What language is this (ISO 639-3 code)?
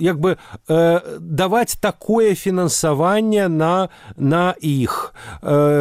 bel